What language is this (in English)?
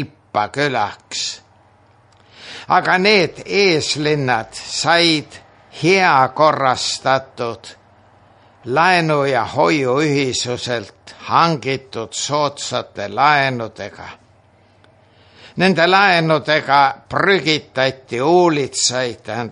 Estonian